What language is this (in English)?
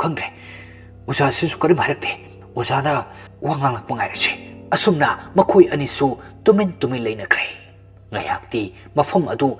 Manipuri